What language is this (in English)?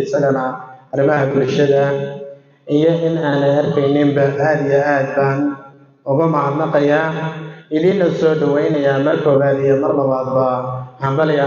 Somali